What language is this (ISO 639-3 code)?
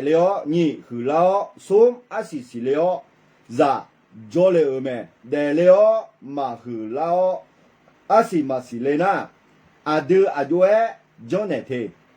ahk